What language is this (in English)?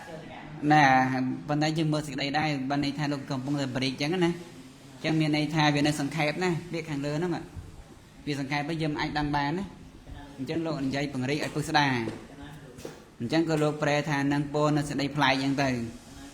Khmer